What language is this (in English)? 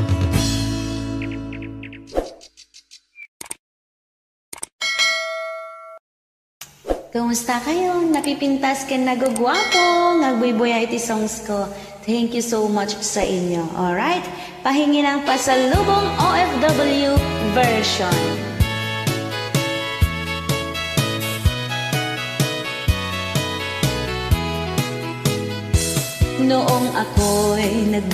Iloko